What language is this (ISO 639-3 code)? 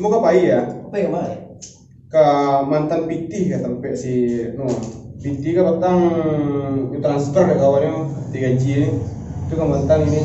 min